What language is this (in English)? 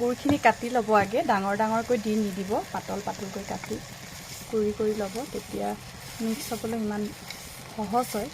Assamese